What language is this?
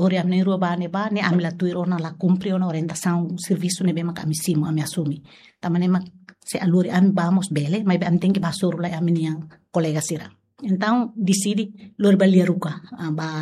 Tetum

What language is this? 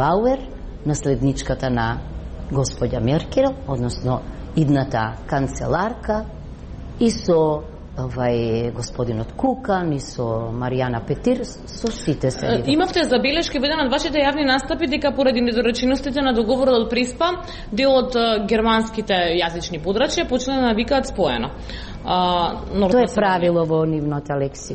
Macedonian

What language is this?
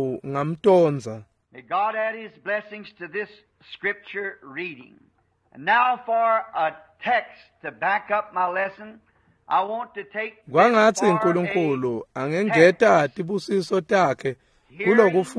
Swati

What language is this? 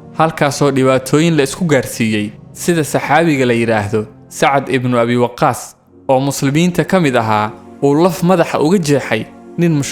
Somali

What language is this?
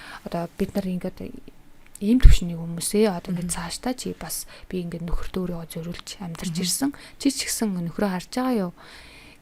Mongolian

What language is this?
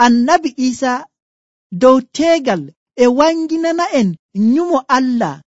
Nigerian Fulfulde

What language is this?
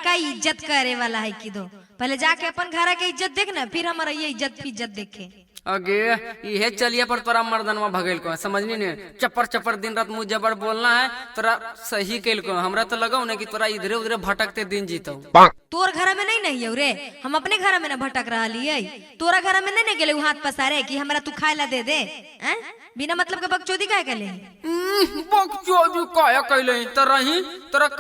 Magahi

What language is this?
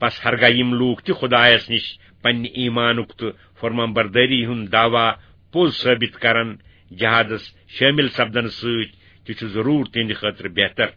Kashmiri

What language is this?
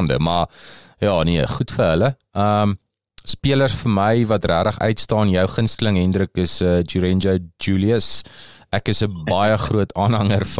Afrikaans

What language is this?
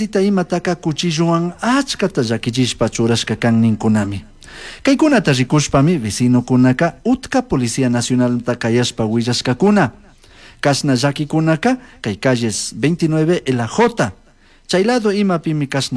Chimborazo Highland Quichua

